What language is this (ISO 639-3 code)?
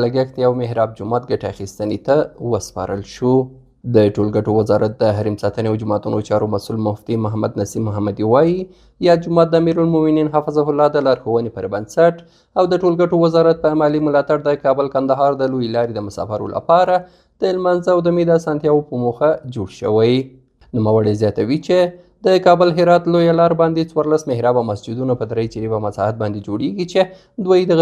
pus